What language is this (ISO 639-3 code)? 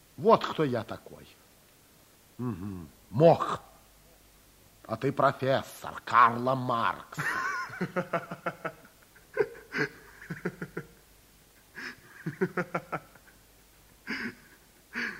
rus